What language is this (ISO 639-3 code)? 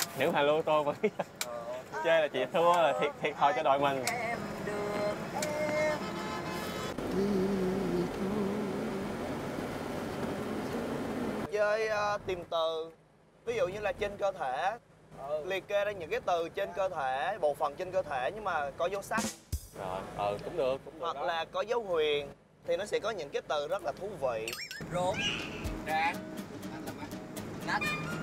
vie